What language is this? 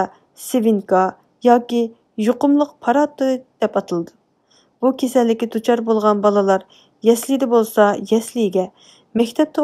Uyghur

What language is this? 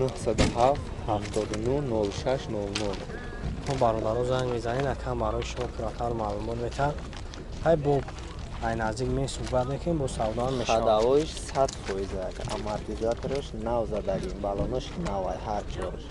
Tajik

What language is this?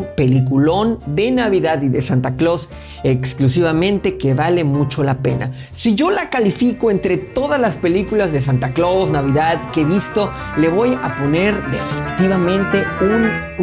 Spanish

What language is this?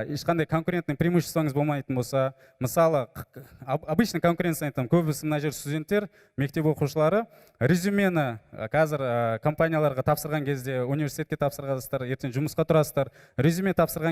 Kazakh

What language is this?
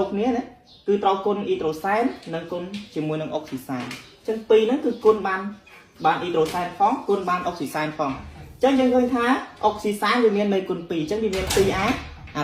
Khmer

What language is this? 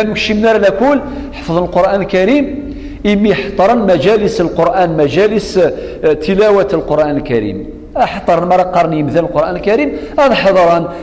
Kabyle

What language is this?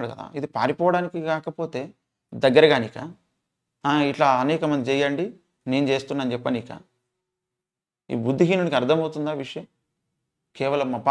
Telugu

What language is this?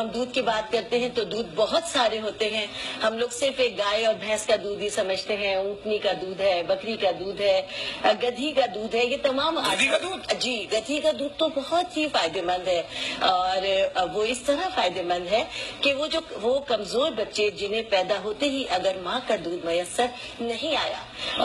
Urdu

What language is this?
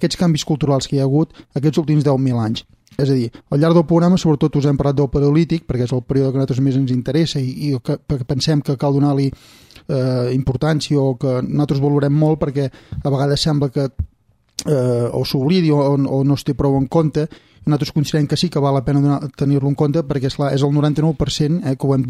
Catalan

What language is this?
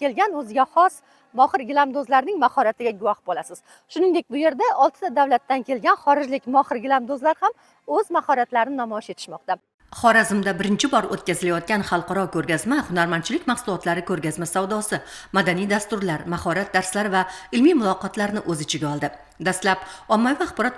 Uzbek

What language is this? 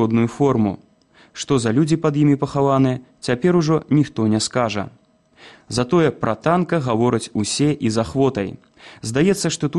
Belarusian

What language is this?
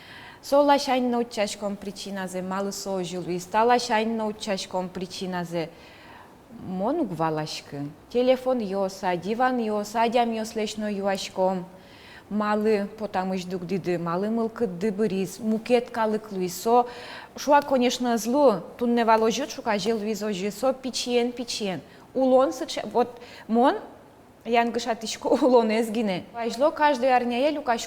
Udmurt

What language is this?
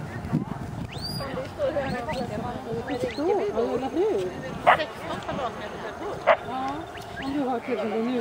Swedish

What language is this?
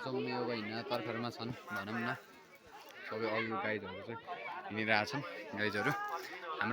Nepali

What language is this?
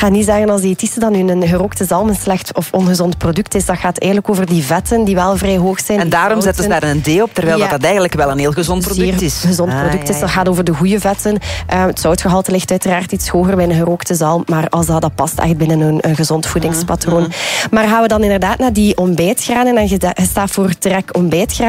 Dutch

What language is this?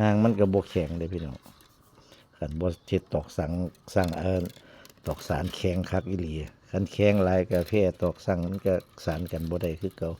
Northeastern Thai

